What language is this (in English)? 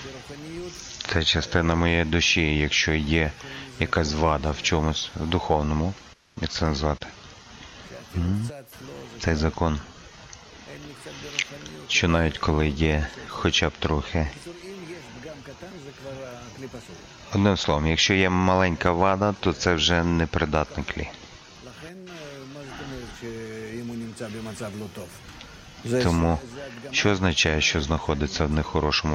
Ukrainian